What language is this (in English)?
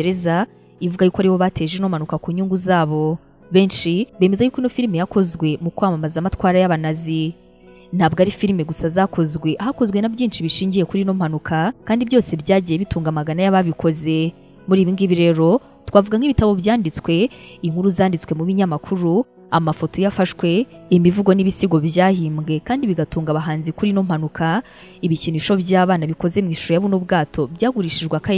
Kinyarwanda